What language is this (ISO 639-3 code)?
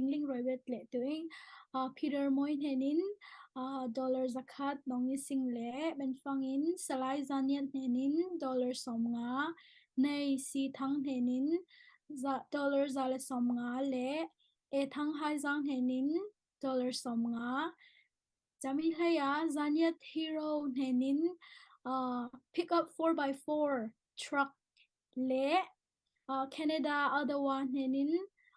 cfm